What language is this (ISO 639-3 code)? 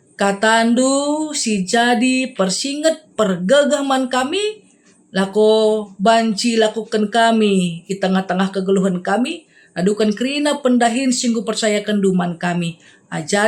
btx